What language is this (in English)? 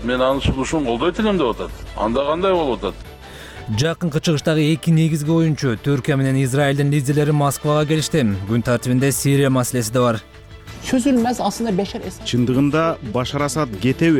Kyrgyz